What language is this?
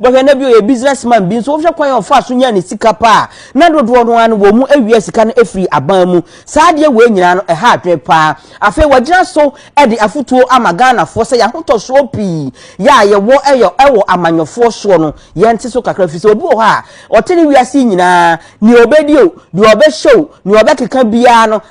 Akan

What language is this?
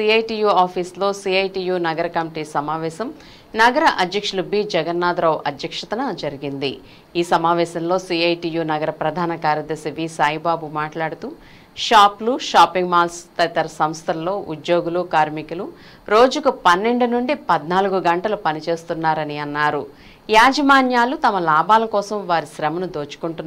Telugu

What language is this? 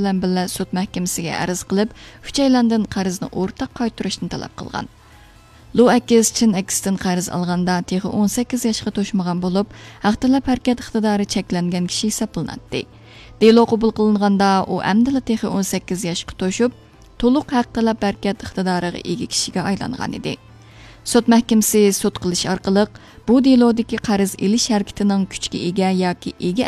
Uyghur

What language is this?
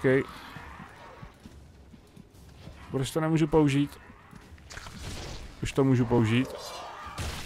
Czech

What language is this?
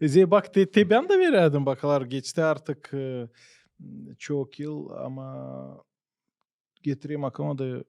Gagauz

